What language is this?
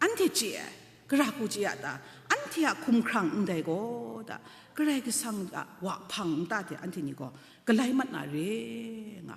Kachin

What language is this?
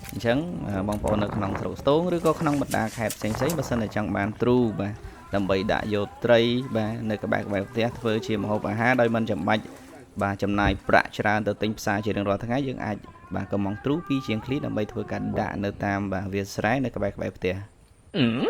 Khmer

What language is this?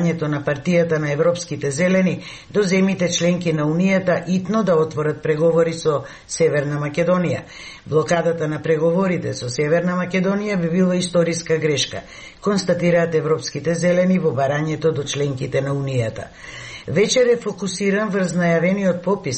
Macedonian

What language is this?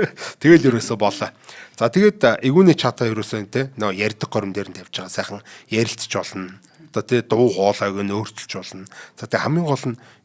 Mongolian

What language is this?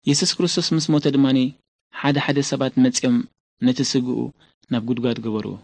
Tigrinya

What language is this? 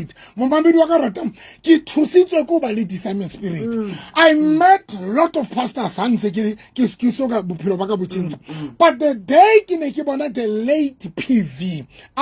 Southern Sotho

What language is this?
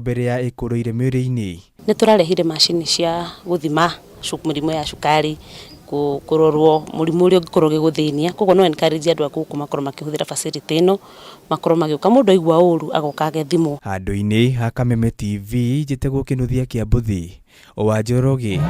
Kikuyu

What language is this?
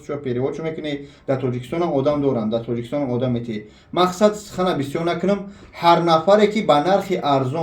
Tajik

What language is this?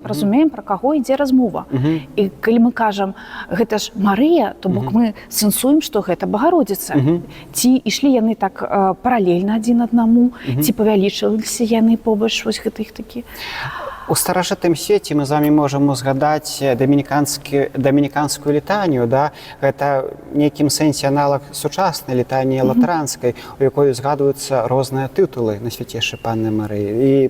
Belarusian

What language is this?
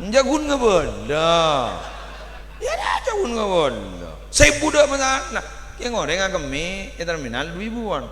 Madurese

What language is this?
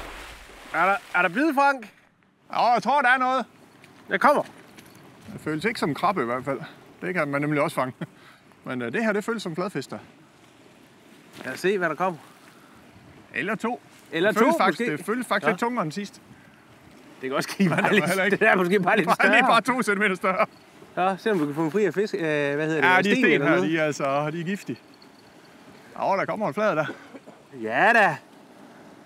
Danish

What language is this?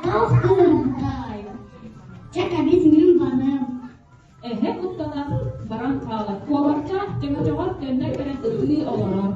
Yakut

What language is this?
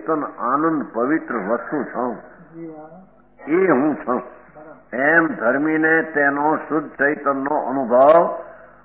Gujarati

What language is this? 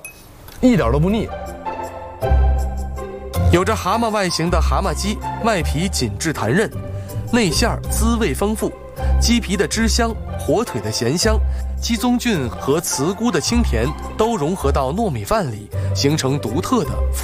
Chinese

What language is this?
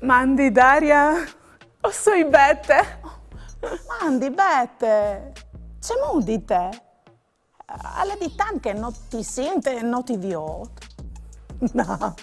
Friulian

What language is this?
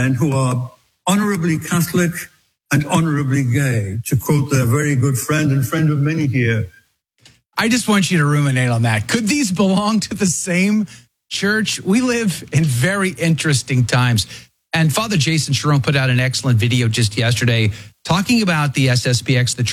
English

